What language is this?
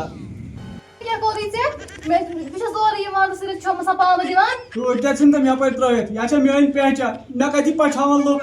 Kashmiri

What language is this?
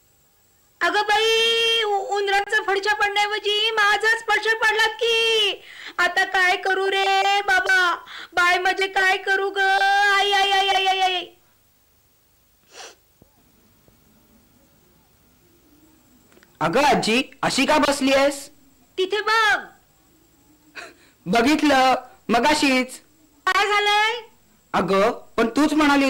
Marathi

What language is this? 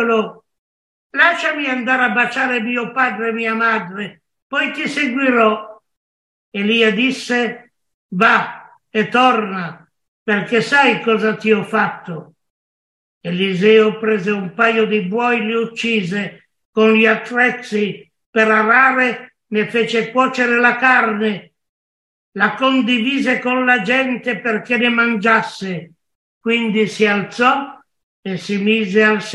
Italian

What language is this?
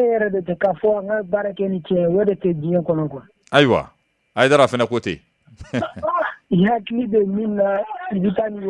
Bambara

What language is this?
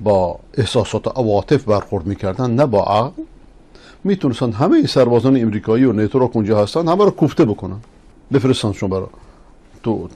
Persian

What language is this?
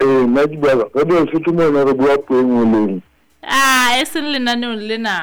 Southern Sotho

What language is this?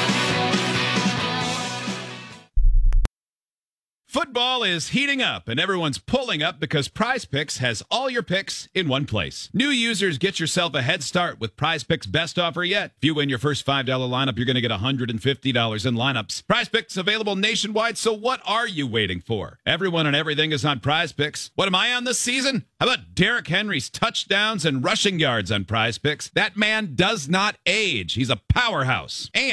English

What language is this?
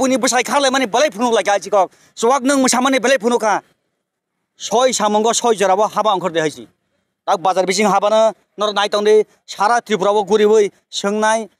Kok Borok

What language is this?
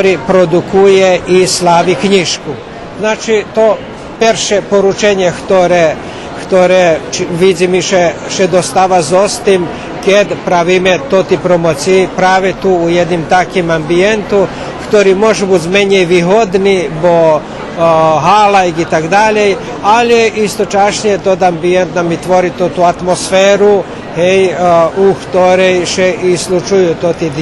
Rusyn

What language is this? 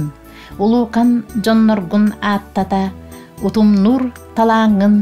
Yakut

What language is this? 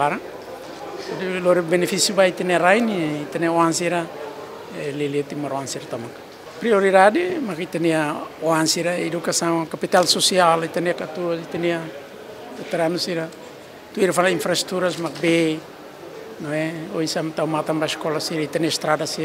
Tetum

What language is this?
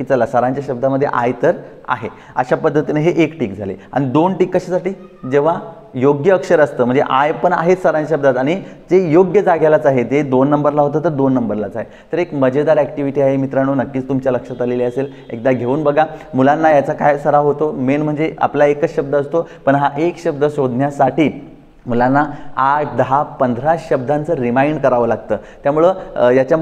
Marathi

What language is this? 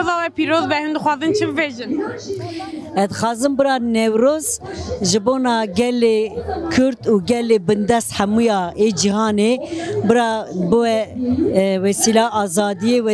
Kurdish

